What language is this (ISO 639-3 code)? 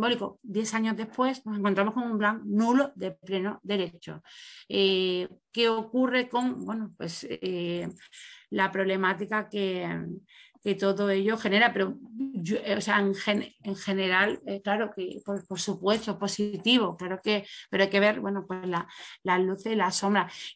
spa